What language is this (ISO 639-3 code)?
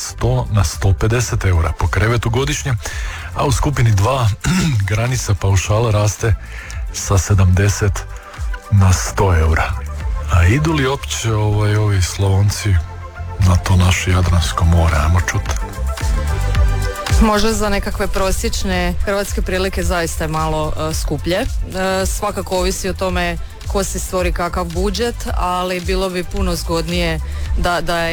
hrv